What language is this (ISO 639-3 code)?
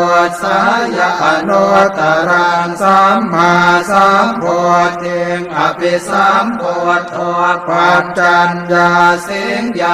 pli